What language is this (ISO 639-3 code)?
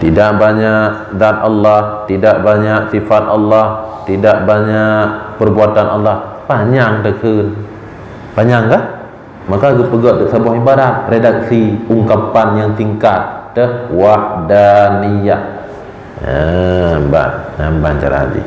ace